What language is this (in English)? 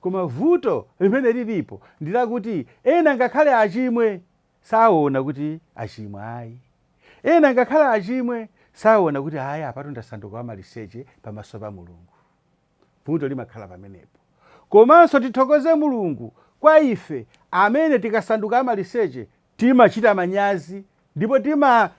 Nyanja